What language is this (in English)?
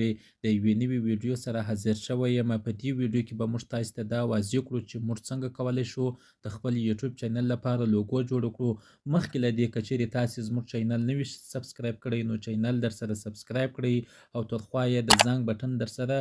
Pashto